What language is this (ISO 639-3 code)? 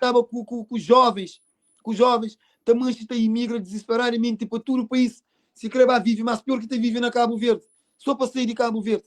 kea